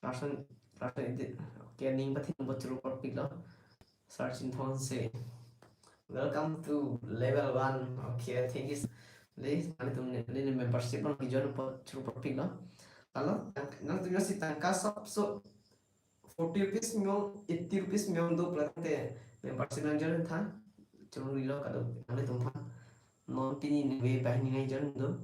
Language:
Karbi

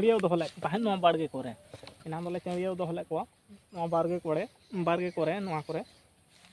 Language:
Santali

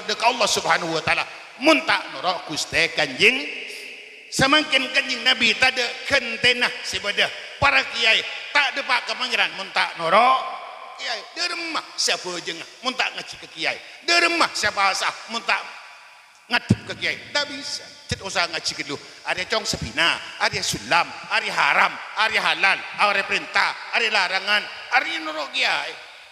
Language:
Madurese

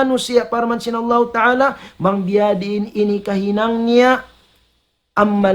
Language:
Tausug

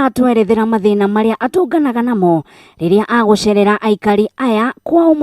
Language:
Kikuyu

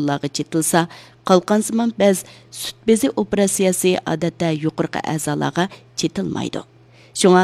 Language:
Uyghur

